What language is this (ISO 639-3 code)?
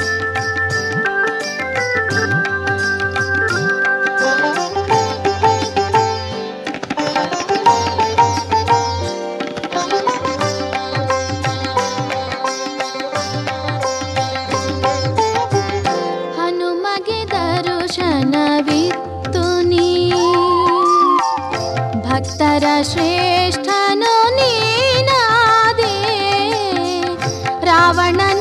kan